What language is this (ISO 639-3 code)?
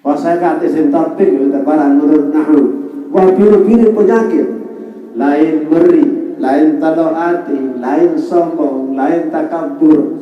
sas